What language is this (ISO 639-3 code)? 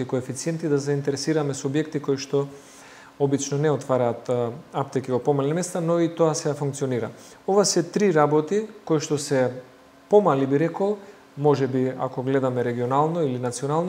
mkd